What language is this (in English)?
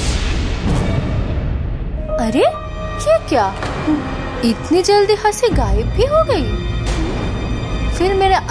Hindi